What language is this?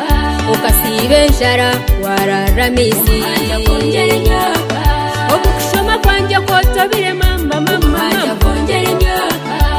Kinyarwanda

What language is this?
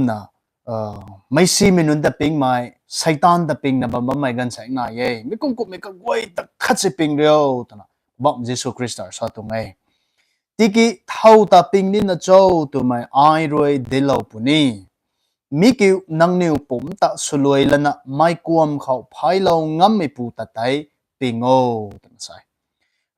Rongmei Naga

